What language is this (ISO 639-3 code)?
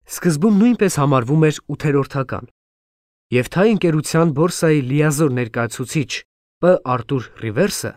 hye